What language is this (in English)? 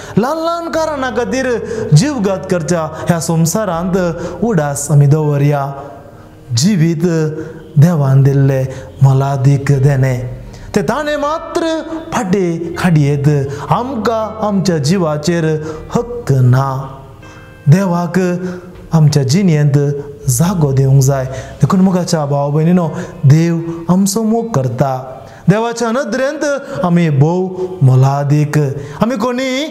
Konkani